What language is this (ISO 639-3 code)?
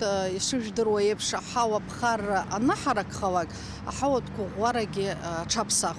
abk